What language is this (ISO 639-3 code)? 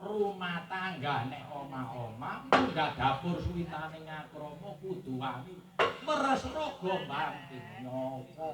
jav